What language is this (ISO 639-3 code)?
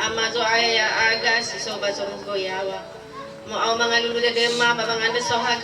nia